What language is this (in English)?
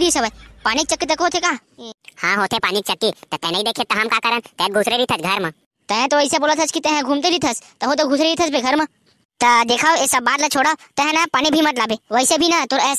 Chhattisgarhi